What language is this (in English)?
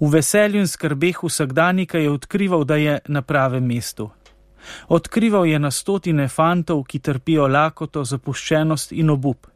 Slovenian